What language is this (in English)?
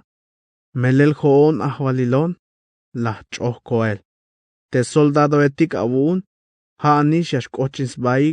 Tzeltal